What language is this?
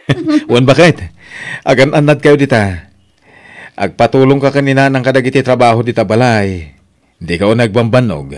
Iloko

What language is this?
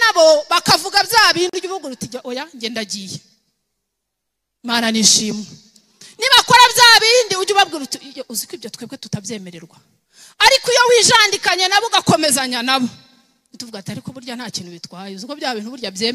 Kinyarwanda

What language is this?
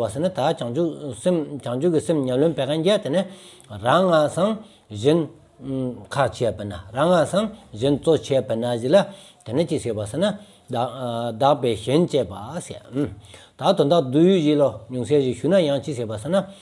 Stod Bhoti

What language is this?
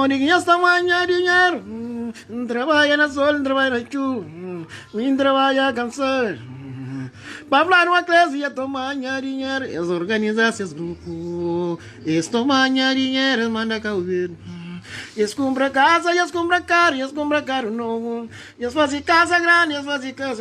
Kabuverdianu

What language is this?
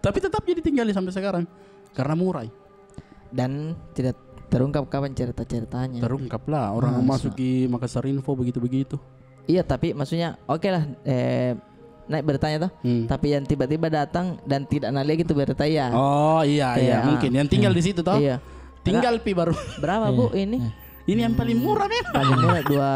Makassar Malay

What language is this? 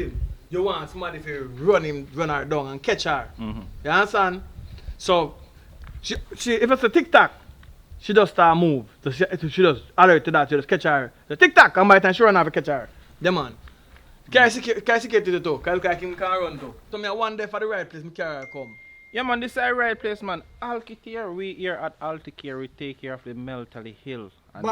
Jamaican Creole English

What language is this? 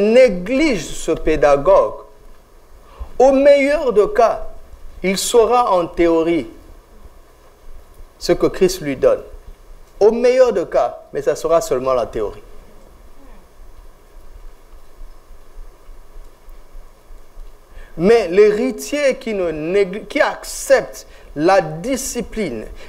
French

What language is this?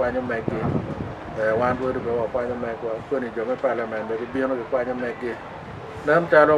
Acoli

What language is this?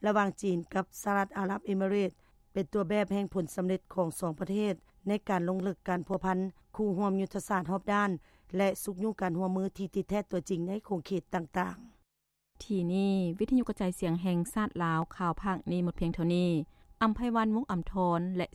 Lao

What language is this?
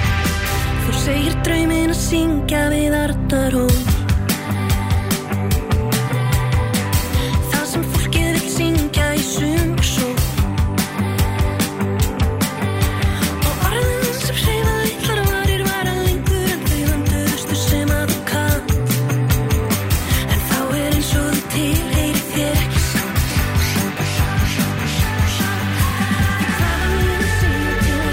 Icelandic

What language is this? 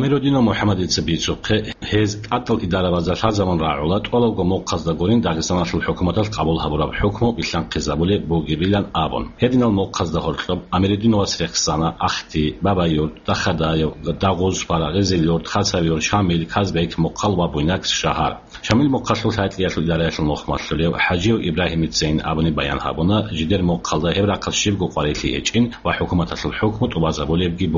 Avaric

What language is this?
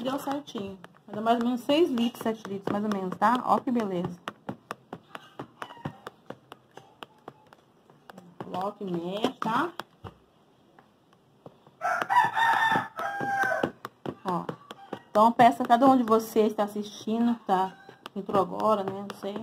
Portuguese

